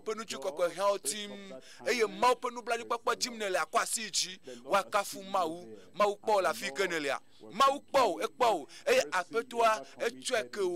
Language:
Ewe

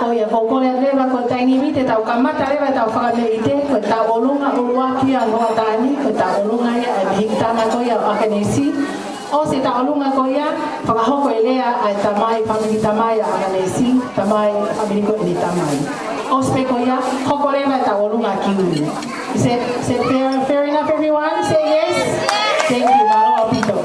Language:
Tongan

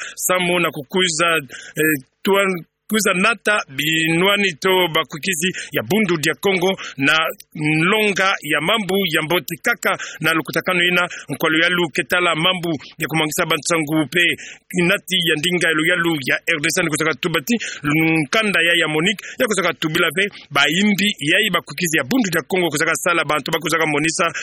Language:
Kituba (Democratic Republic of Congo)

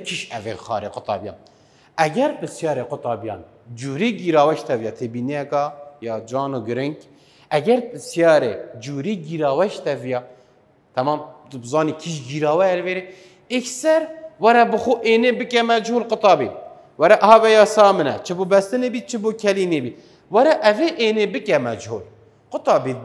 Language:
Kurdish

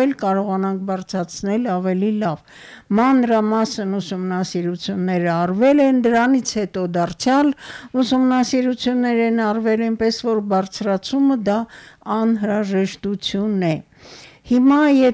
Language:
Armenian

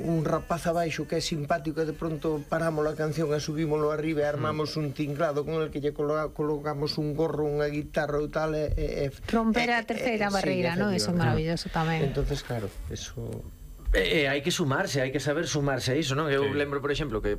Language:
Galician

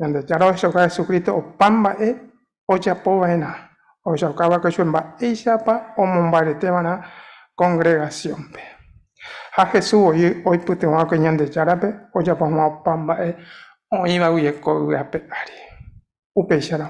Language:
Guarani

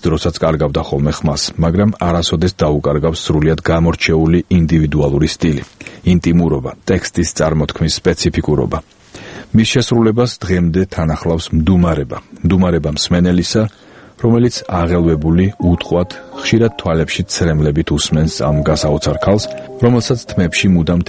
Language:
Georgian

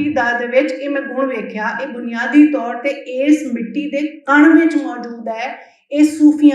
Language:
Western Panjabi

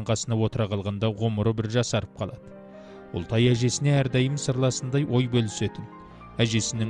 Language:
Kazakh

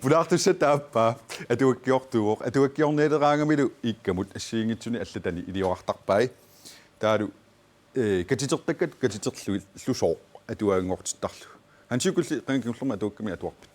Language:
Kalaallisut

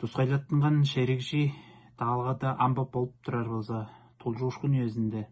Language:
Tuvinian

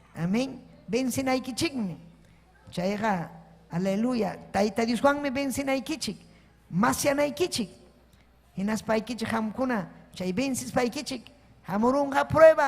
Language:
Ayacucho Quechua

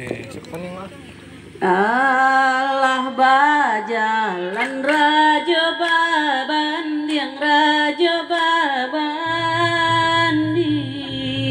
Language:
Minangkabau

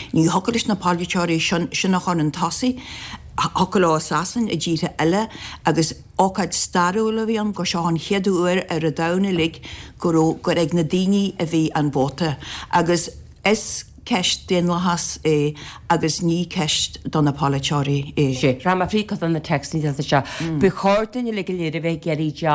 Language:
Irish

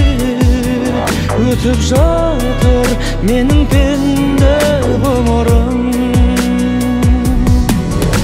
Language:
Kazakh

